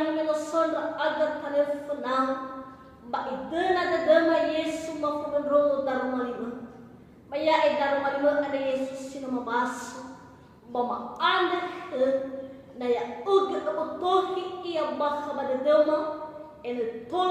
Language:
Nias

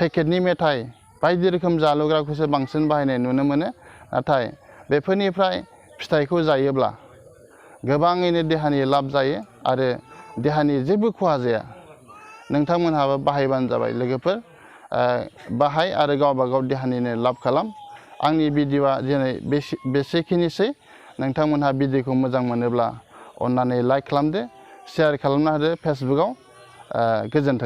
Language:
Bodo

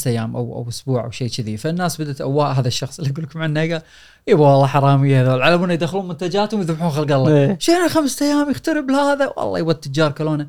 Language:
Gulf Arabic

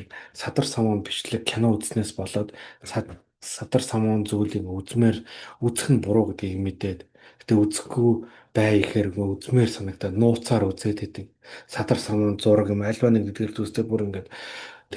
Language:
Mongolian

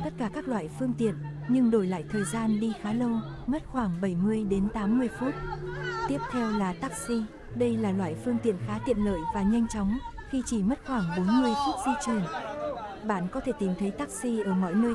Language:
Vietnamese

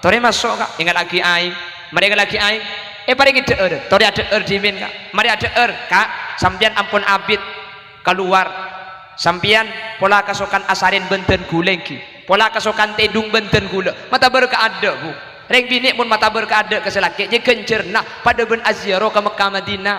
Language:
Madurese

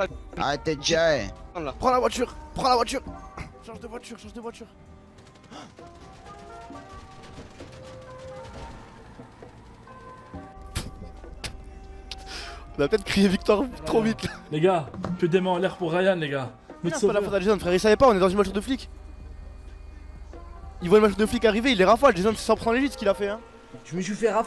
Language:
French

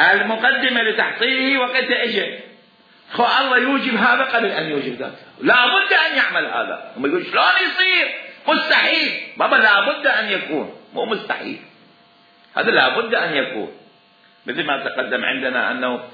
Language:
Mesopotamian Arabic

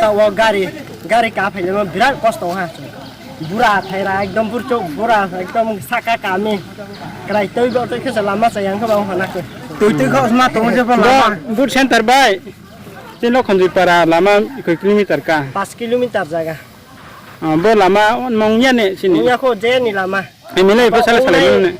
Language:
Riang (India)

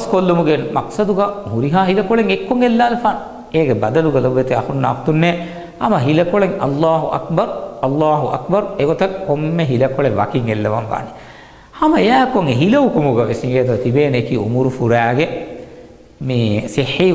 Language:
Divehi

